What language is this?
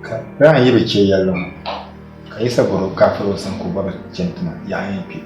Dagbani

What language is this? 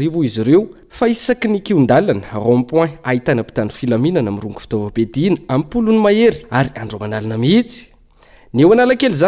Malagasy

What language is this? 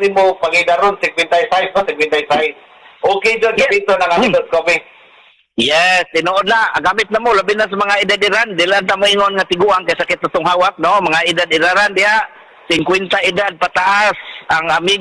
Cebuano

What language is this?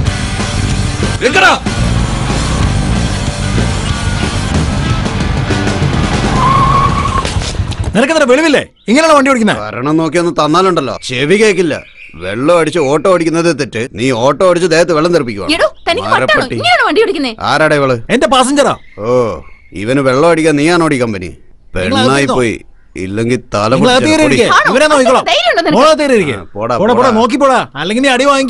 Malayalam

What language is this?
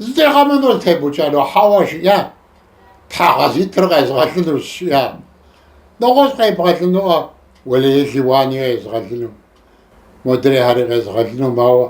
Kabardian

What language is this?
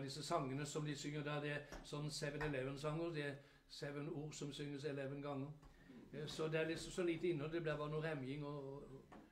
Norwegian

